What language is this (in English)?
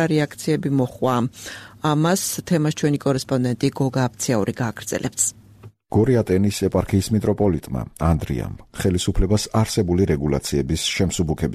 Georgian